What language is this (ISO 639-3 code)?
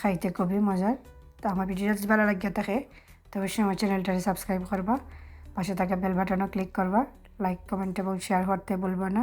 syl